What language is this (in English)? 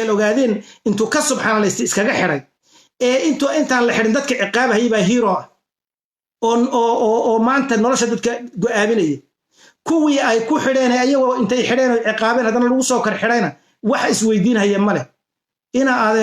Somali